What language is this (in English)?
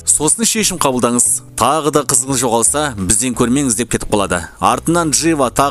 Kazakh